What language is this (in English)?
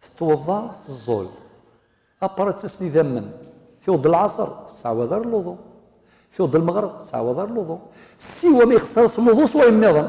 Kabyle